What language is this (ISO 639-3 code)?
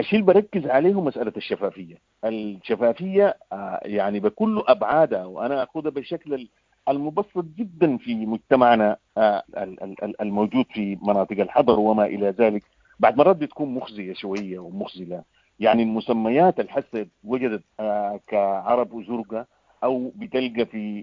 apd